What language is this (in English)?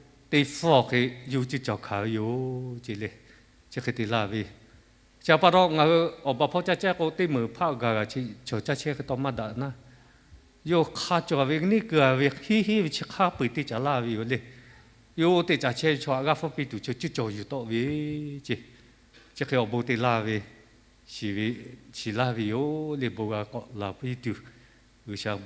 Lahu